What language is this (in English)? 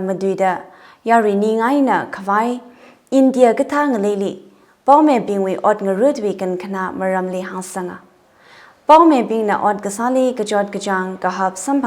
Tangkhul Naga (India)